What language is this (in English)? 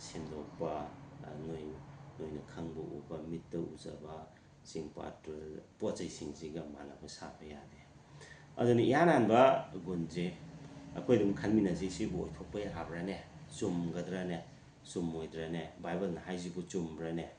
Manipuri